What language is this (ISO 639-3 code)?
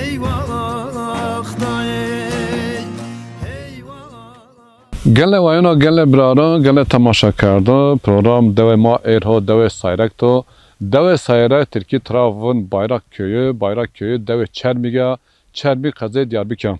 zza